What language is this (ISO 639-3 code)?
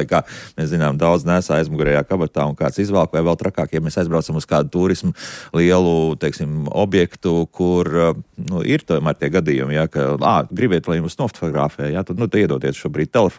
lav